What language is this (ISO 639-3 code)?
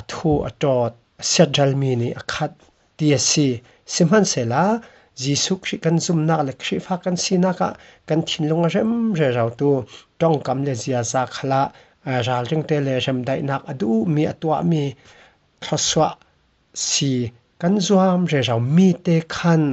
cfm